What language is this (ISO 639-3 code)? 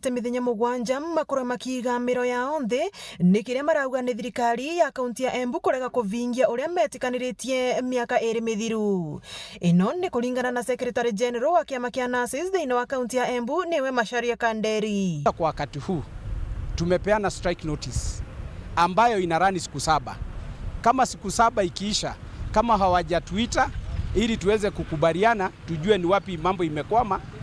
mer